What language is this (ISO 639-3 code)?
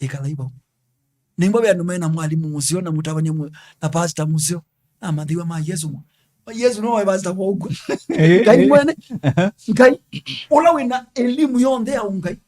kam